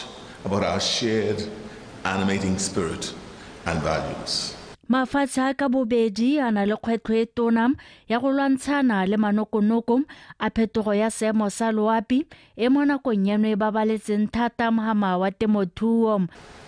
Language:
Tswana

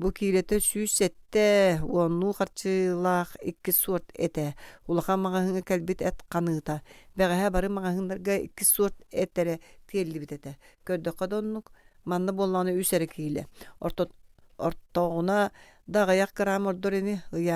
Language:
Yakut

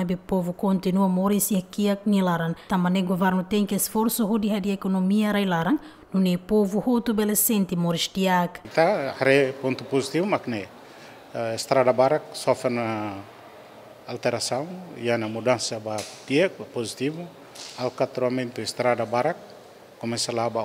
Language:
Tetum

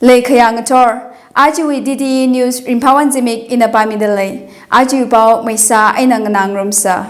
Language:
Tangkhul Naga (India)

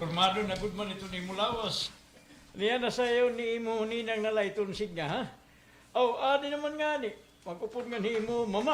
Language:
Waray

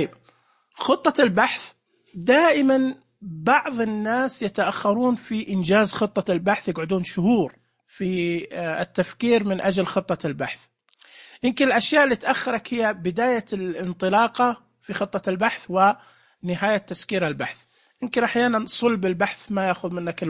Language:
Najdi Arabic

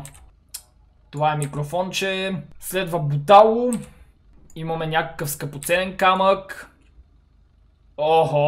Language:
Bulgarian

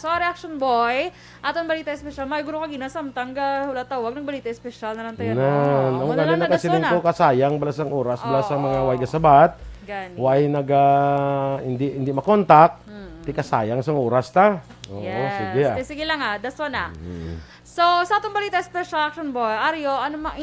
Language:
Hiligaynon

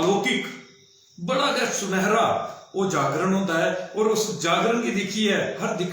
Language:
Dogri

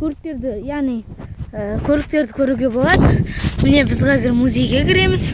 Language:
Kazakh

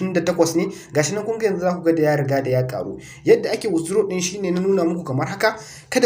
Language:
Hausa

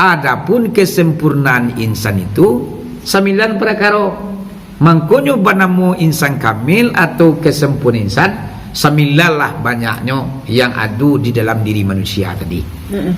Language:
Minangkabau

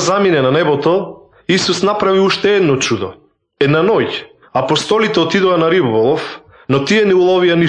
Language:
Macedonian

